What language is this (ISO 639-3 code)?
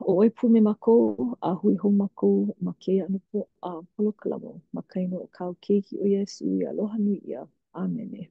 haw